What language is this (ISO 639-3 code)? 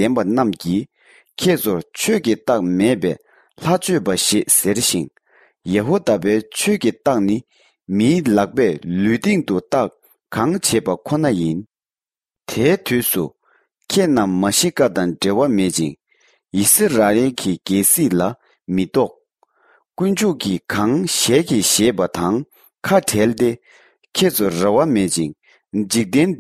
bod